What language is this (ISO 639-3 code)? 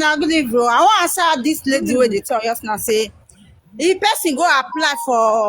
pcm